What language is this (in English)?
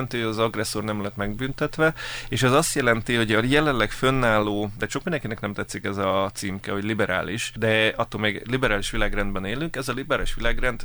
Hungarian